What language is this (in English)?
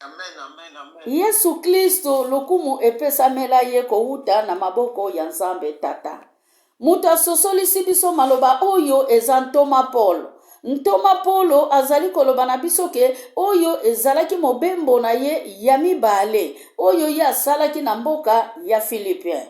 Lingala